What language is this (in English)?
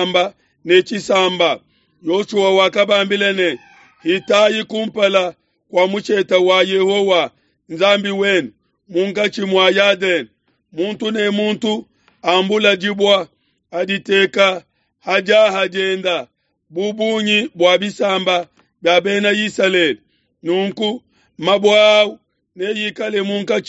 Luba-Lulua